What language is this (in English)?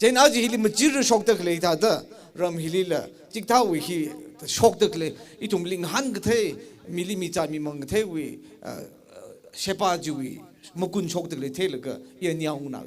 Tangkhul Naga (India)